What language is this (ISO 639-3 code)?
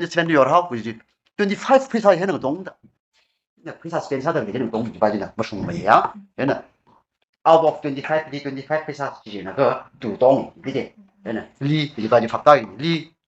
nmf